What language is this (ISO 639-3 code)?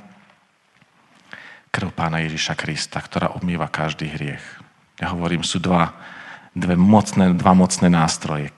slk